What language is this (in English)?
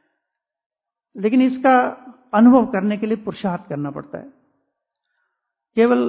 Hindi